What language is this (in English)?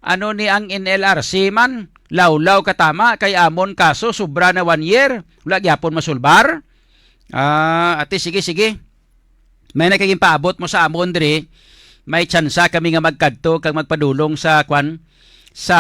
Hiligaynon